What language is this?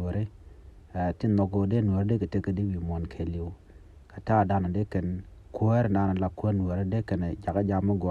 Nuer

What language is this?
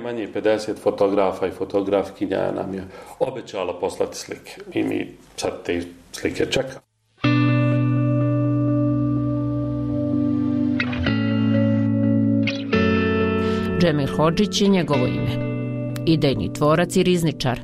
Bosnian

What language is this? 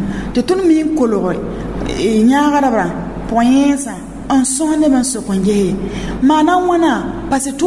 Mossi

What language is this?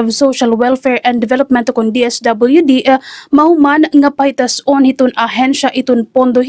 Waray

